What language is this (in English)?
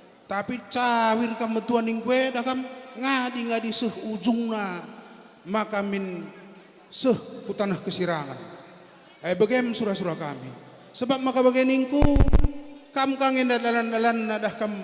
Batak Karo